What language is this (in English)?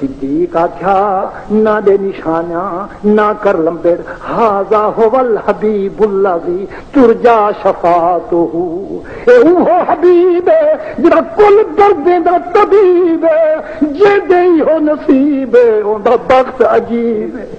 Saraiki